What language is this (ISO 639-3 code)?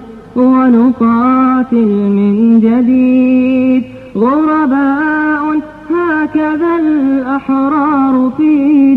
bos